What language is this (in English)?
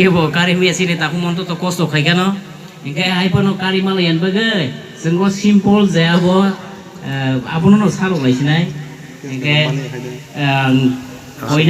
Kok Borok